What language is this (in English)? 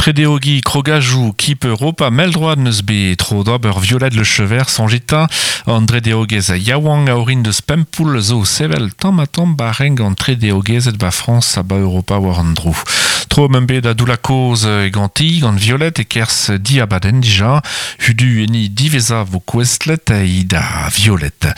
Breton